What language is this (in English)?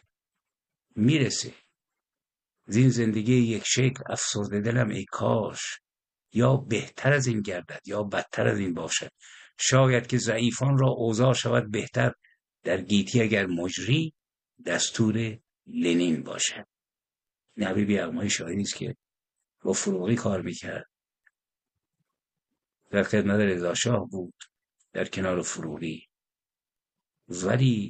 Persian